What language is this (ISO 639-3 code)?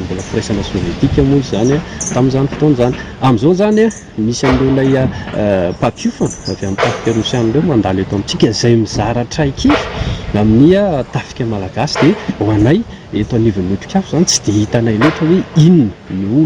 mlg